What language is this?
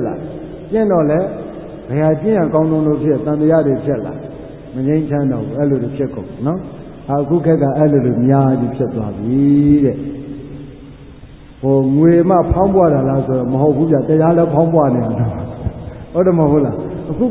Burmese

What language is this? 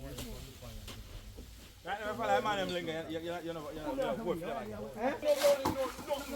Jamaican Creole English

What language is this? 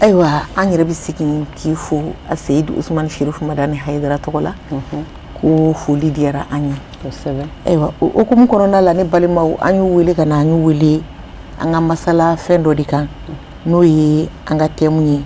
Bambara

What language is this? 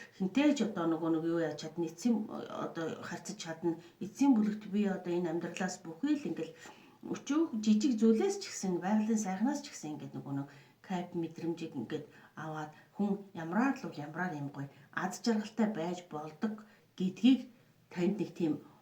Mongolian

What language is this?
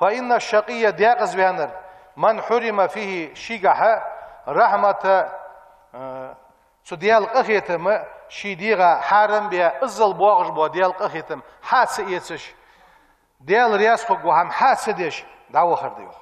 Ingush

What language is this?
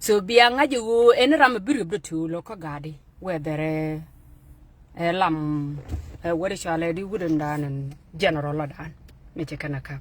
Nuer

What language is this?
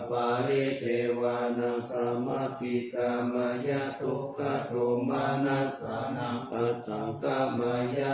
Pali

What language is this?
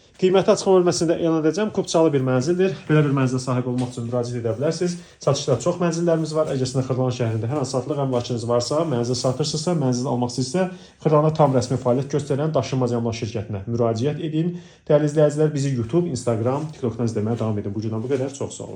Azerbaijani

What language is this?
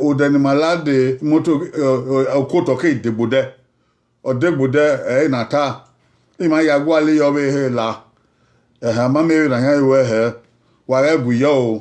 Bini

